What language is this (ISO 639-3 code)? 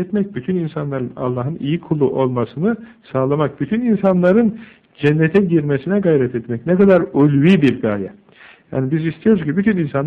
tur